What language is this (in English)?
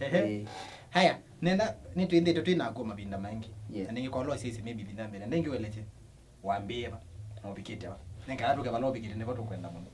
Kamba